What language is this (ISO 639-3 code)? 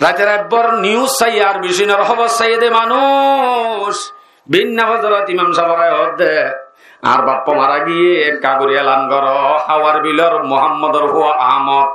rhg